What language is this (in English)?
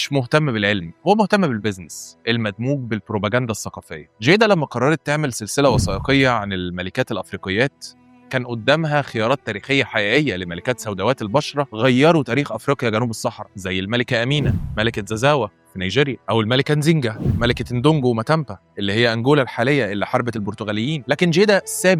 Egyptian Arabic